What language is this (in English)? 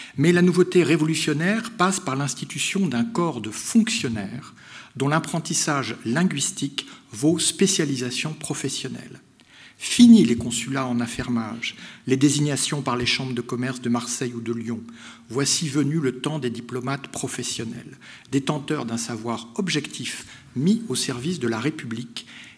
French